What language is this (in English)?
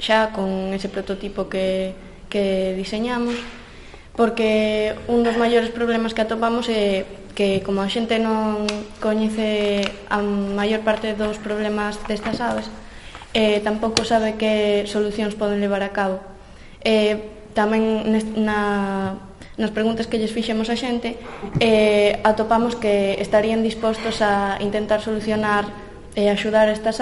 Galician